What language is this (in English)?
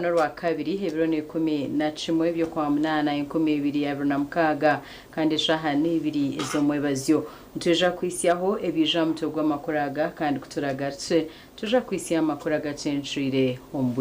Nyankole